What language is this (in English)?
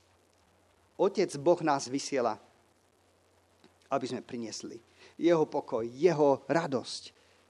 Slovak